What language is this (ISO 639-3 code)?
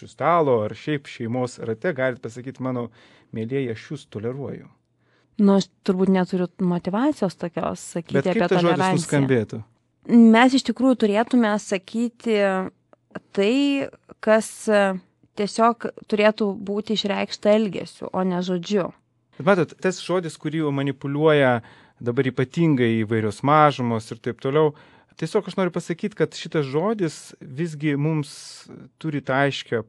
lit